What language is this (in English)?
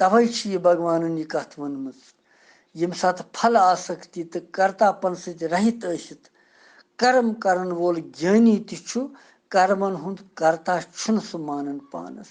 Kashmiri